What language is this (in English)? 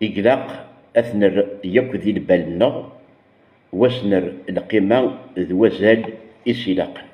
Kabyle